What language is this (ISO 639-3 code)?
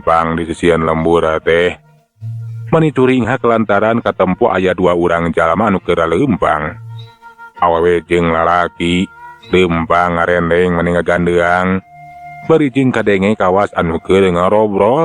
sun